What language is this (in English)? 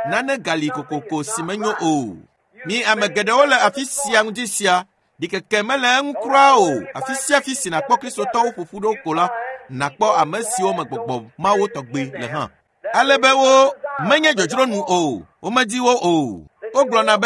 Ewe